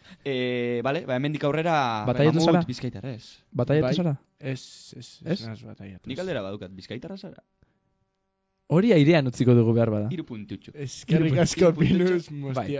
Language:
Basque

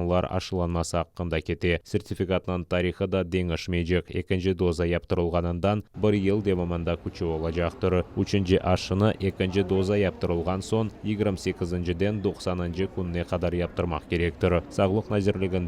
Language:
Crimean Tatar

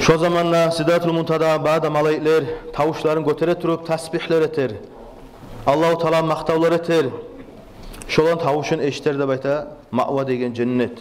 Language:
Kumyk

